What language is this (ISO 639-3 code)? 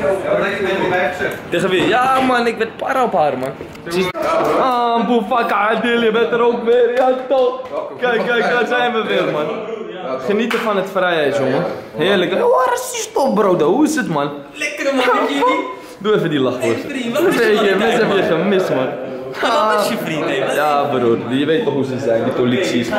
nld